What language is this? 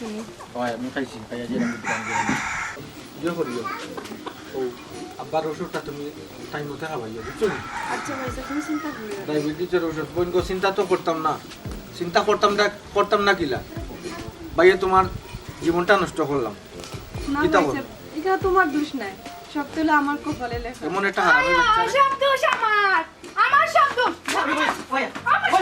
Sylheti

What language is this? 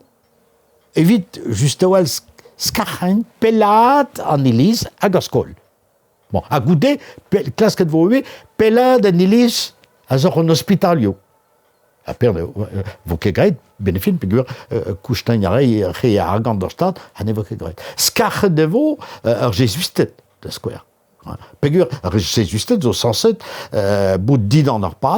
Breton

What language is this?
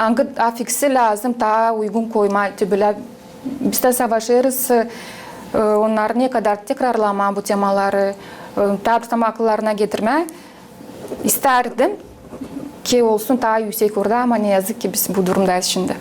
Gagauz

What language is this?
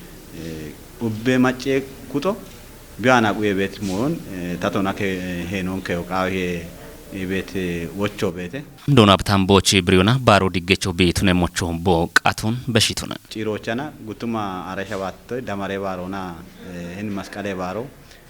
Kafa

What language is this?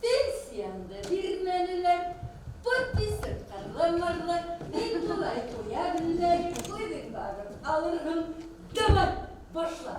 Bashkir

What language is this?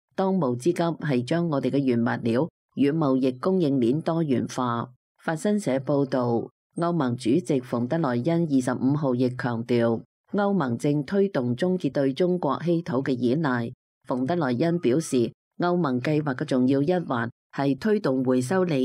Cantonese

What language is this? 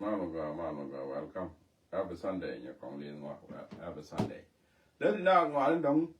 Nuer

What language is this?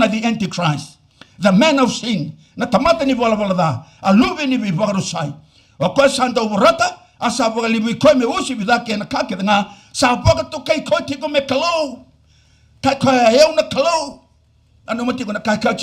Fijian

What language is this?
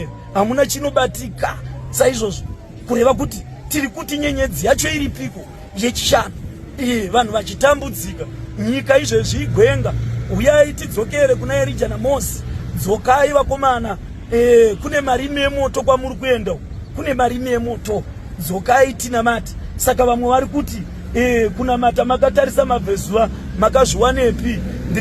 Shona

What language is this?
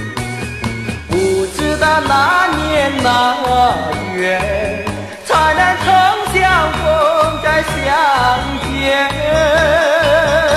Chinese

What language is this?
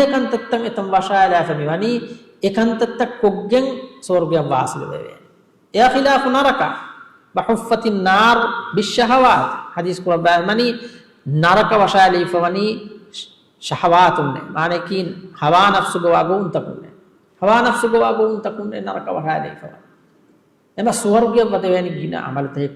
Divehi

